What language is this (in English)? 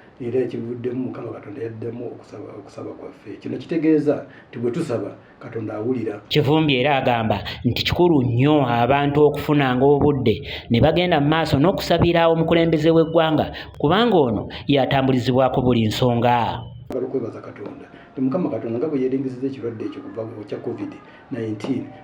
Ganda